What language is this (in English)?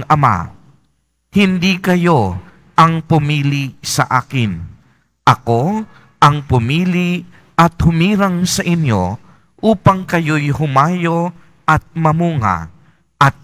Filipino